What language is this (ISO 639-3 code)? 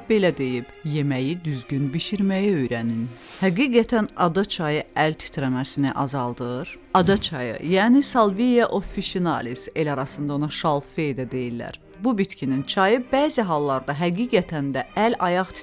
aze